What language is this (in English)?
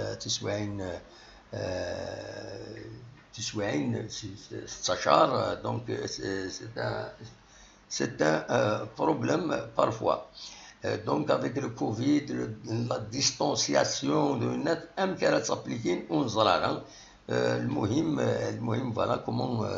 Kabyle